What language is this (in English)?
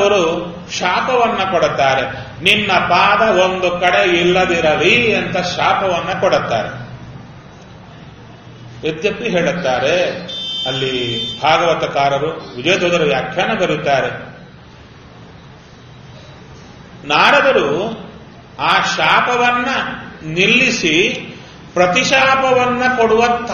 Kannada